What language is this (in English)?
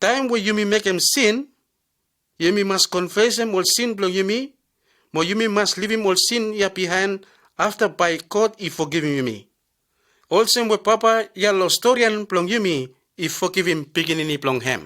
Bislama